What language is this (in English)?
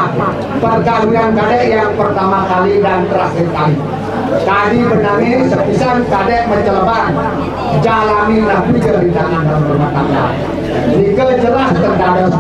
Balinese